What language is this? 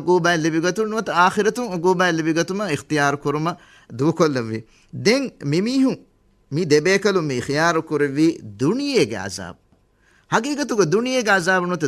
Divehi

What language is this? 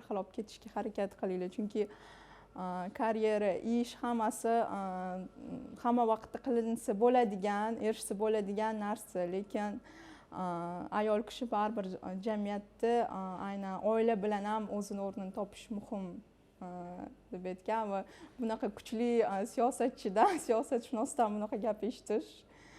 Uzbek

